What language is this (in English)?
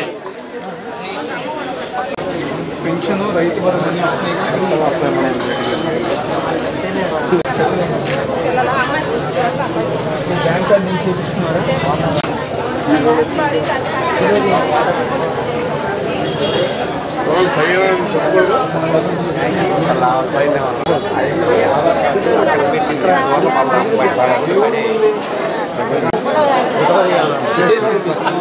Telugu